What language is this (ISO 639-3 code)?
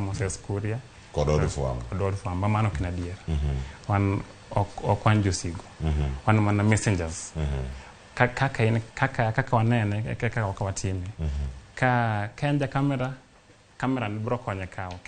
luo